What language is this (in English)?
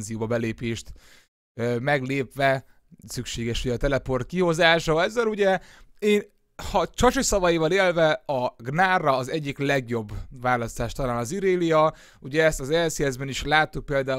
Hungarian